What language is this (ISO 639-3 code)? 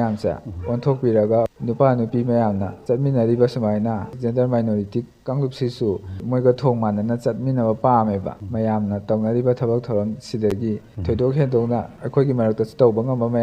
mni